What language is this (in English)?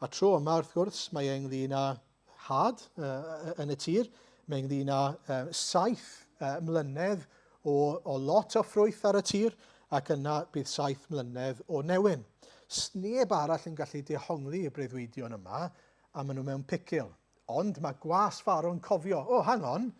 Welsh